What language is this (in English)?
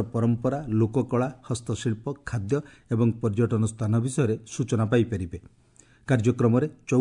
Odia